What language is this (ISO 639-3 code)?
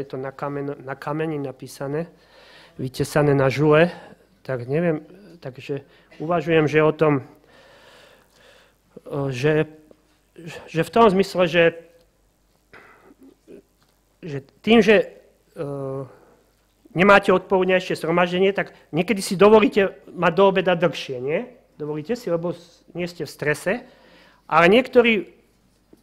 slk